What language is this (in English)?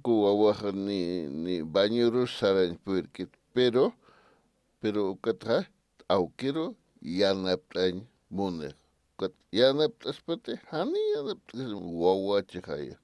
Aymara